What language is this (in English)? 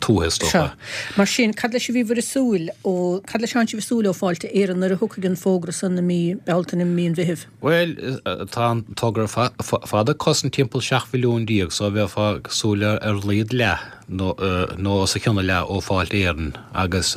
Irish